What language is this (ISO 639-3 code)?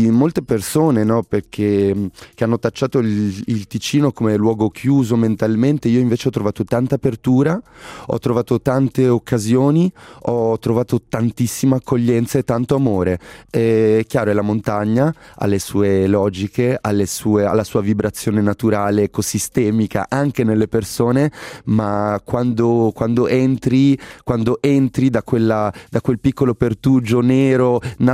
ita